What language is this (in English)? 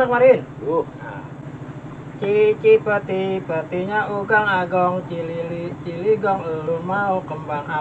Betawi